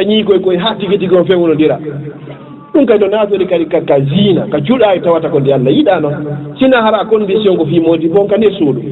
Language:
Fula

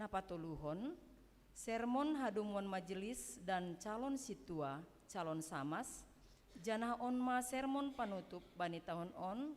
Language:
Batak Simalungun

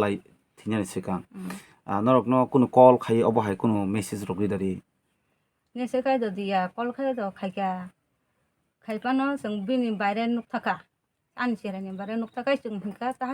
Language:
Kok Borok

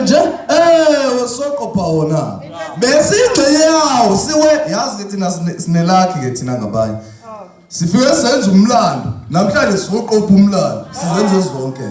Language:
Zulu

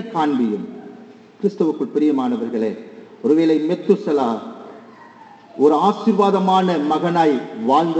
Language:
Tamil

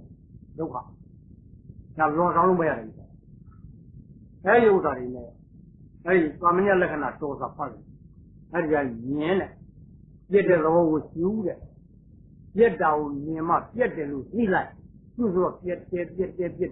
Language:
Burmese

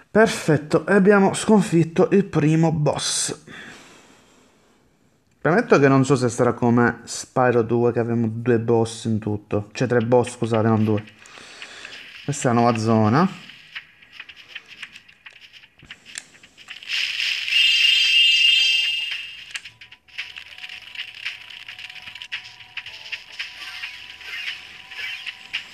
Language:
Italian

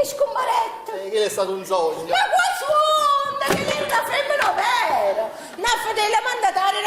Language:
Neapolitan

